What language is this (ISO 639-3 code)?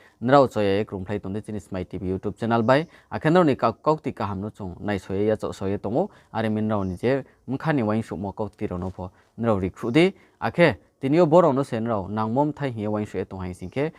ria